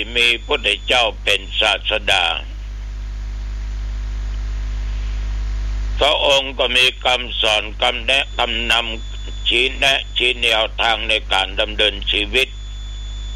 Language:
Thai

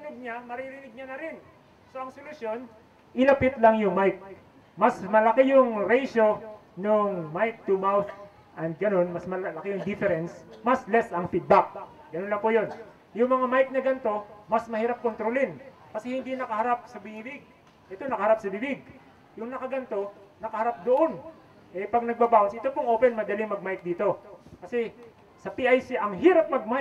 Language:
Filipino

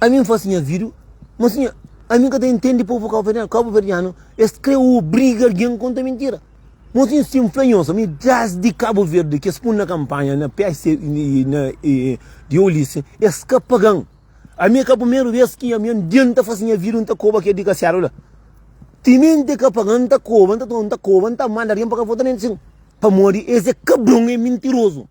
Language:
Kabuverdianu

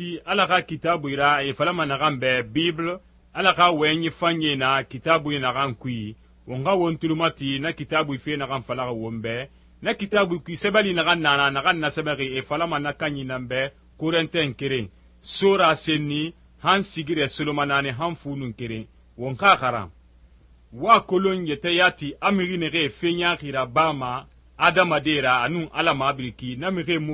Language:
Susu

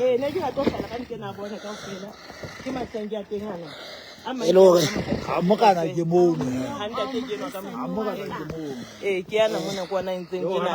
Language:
Southern Sotho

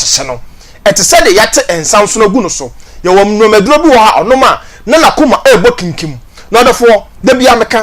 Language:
Akan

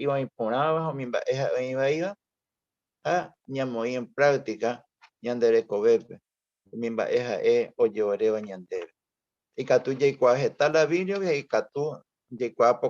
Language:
Guarani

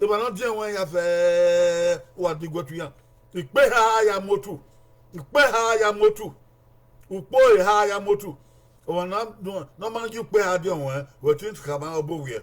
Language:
Bini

